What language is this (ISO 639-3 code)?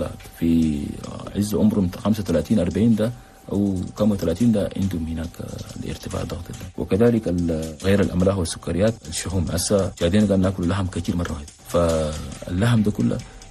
shu